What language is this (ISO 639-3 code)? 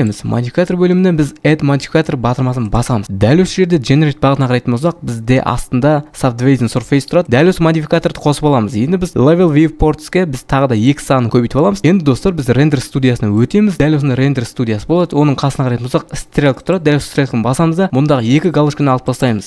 kaz